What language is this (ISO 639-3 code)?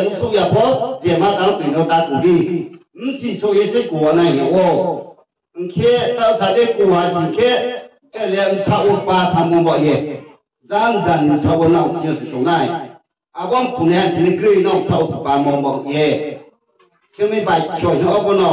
ria